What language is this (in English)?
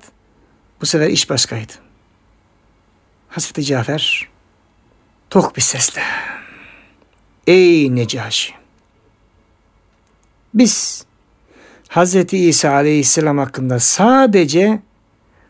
Turkish